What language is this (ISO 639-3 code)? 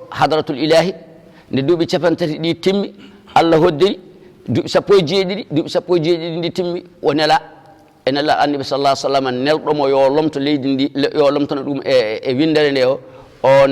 ful